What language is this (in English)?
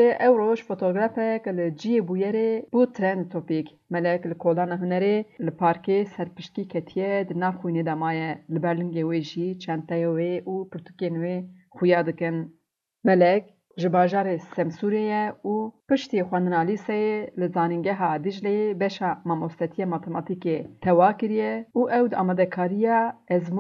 Kurdish